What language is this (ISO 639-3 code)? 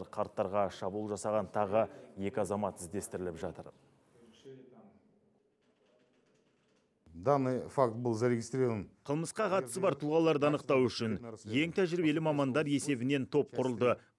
kaz